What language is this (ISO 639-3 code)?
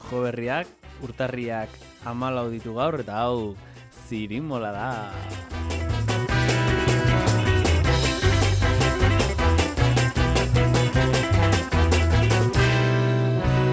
eus